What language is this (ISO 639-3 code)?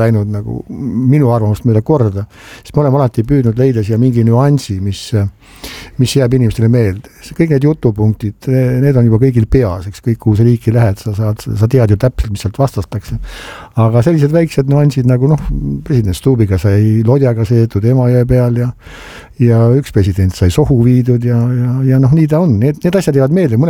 est